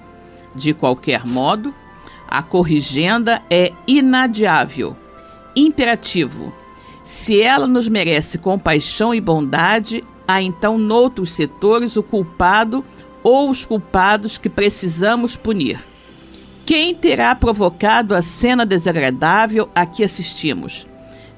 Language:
Portuguese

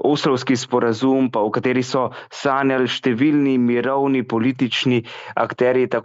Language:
Slovenian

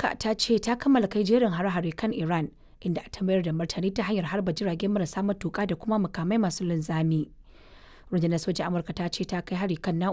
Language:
Hausa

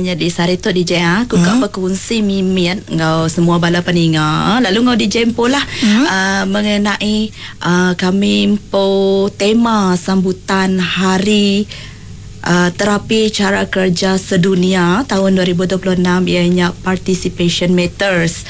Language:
Iban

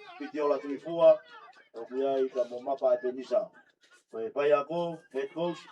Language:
Tongan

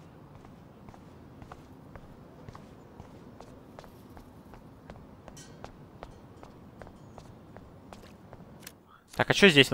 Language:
Russian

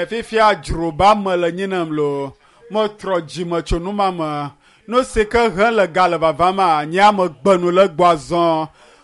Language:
Ewe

